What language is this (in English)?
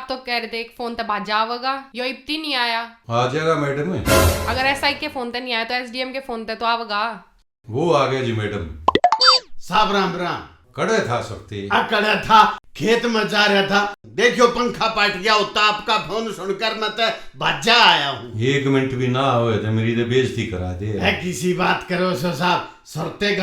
Haryanvi